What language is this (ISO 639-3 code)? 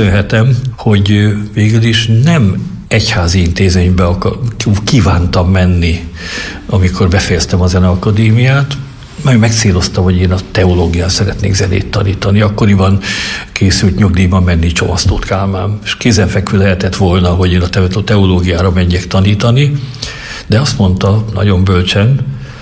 hun